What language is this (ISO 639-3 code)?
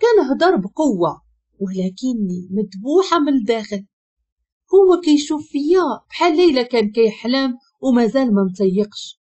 ary